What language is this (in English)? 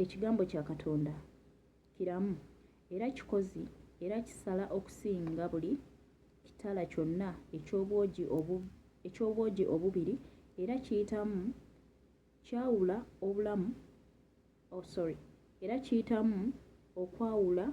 Ganda